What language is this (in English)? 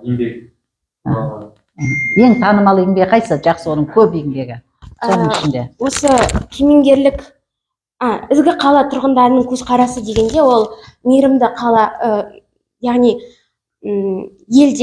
Kazakh